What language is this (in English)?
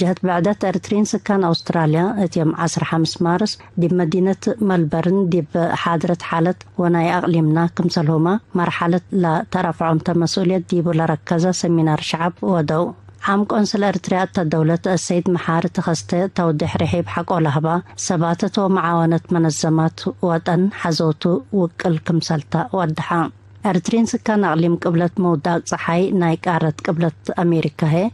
Tigre